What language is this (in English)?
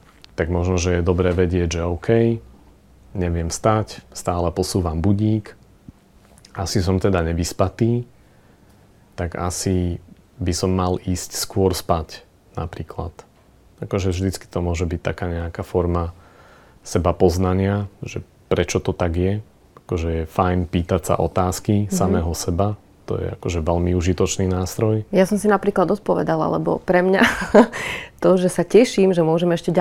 Slovak